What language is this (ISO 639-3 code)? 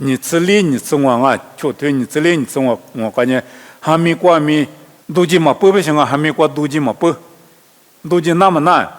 lis